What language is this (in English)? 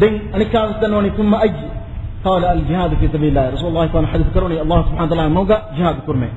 Divehi